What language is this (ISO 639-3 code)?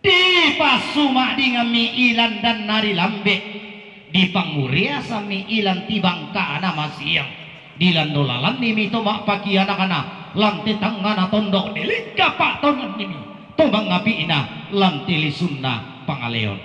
sda